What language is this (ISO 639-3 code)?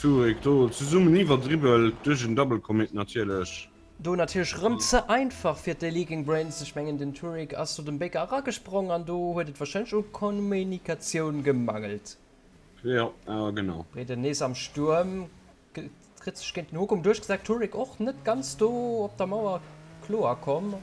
ltz